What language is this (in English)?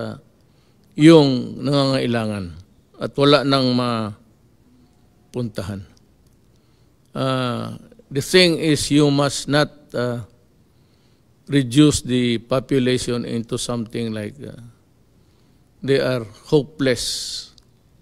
Filipino